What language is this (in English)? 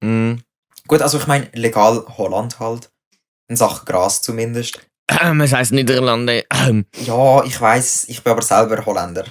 Swiss German